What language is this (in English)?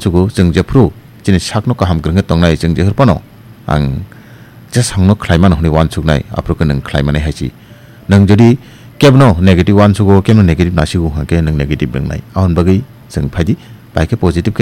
Kok Borok